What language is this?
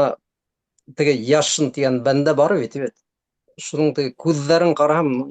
Bashkir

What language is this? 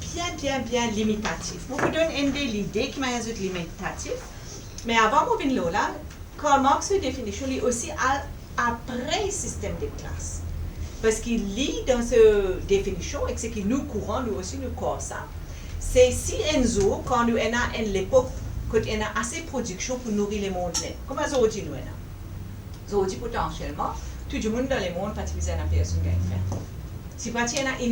Morisyen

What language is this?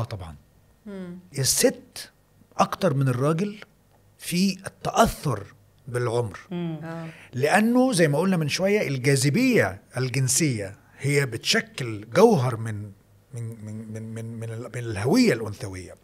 Egyptian Arabic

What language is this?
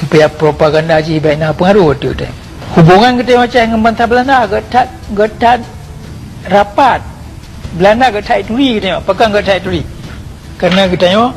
Achinese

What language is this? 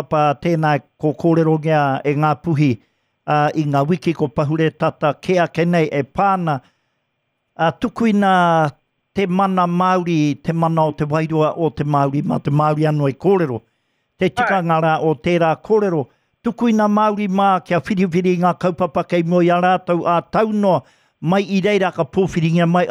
Māori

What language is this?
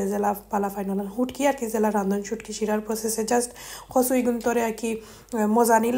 Sylheti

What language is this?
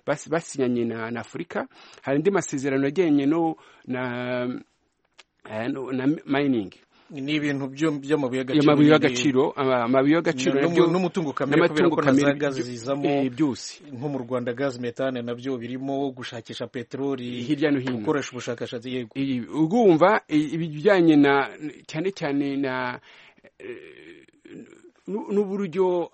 Kinyarwanda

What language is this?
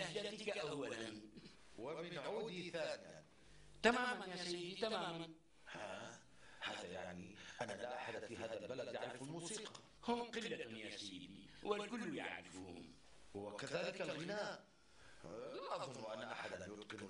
North Levantine Arabic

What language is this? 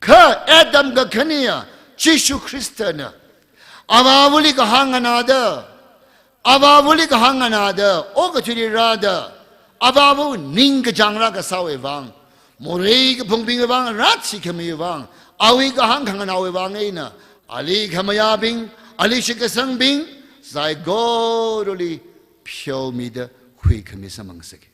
Tangkhul Naga (India)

